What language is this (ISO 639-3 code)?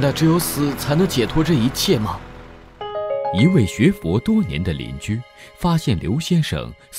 zho